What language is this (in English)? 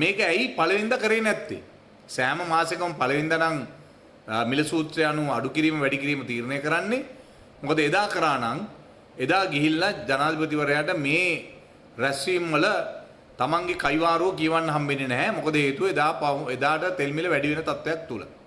Sinhala